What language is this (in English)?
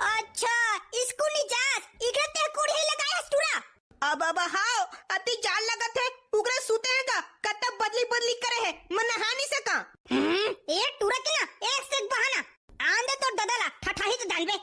Chhattisgarhi